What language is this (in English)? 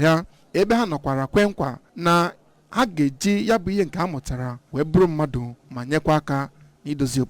Igbo